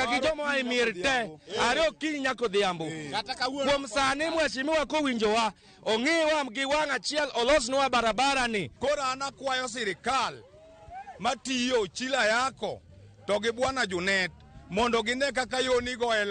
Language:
Luo (Kenya and Tanzania)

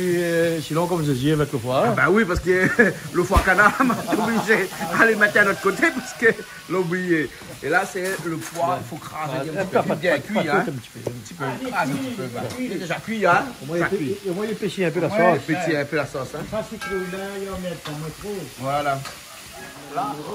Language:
Réunion Creole French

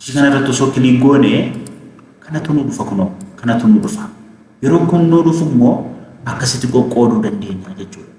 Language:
Oromo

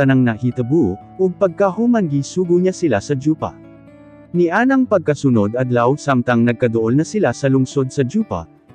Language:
Cebuano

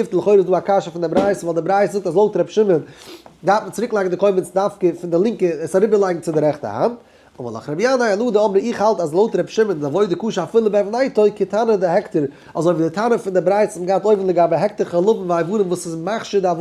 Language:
Yiddish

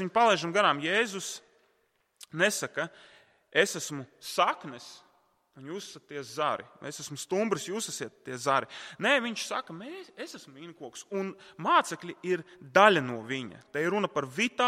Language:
Latvian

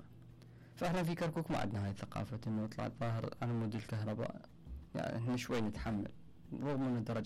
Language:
Mesopotamian Arabic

